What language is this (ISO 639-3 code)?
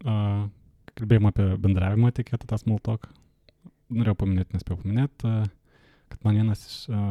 lit